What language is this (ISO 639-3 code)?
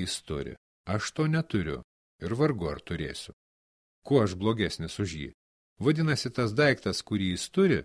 lit